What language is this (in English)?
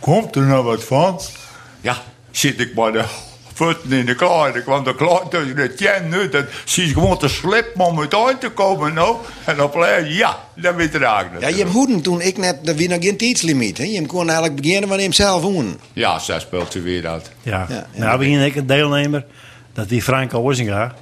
Western Frisian